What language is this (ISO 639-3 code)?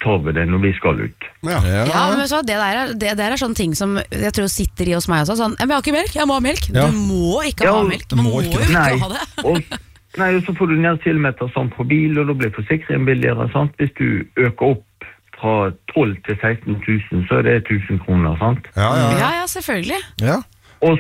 nor